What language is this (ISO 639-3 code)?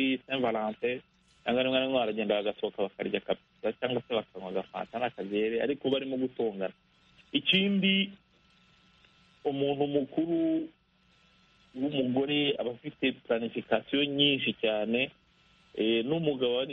kin